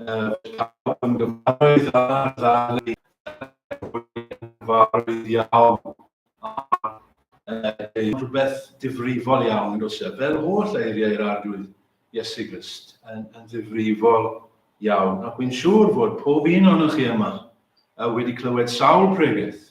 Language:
Welsh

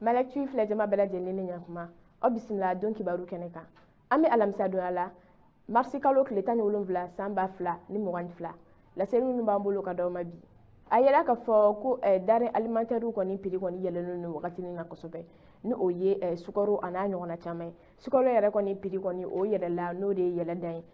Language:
Bambara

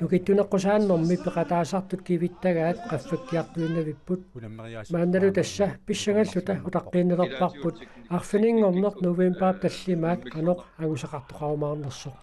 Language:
Kalaallisut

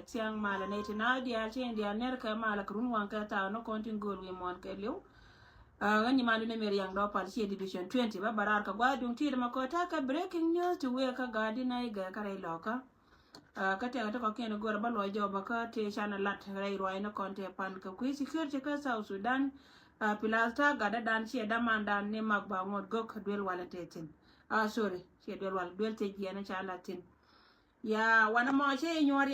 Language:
Nuer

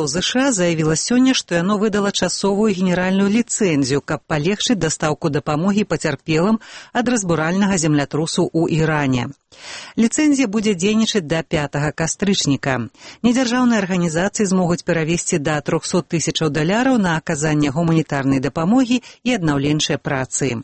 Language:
Belarusian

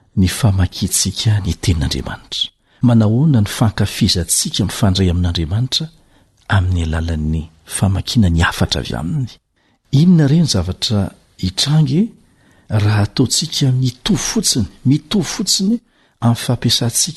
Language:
Malagasy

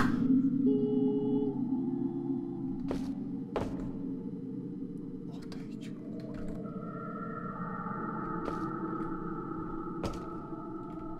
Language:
Polish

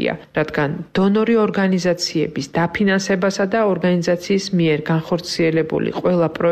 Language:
Georgian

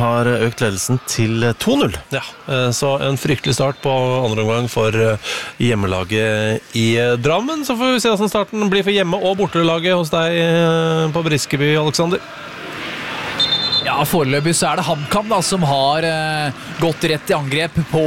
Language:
Norwegian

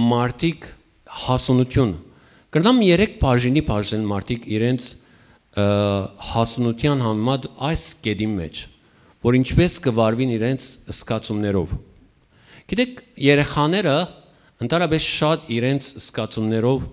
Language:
Western Armenian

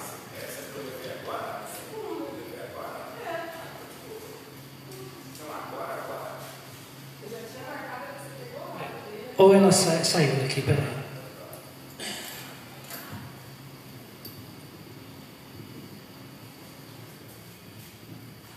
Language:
Portuguese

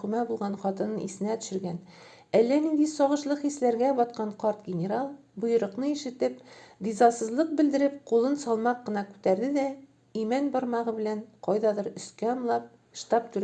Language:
Tatar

